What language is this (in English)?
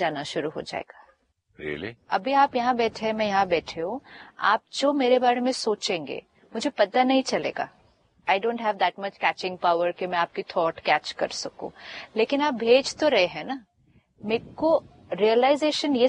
Hindi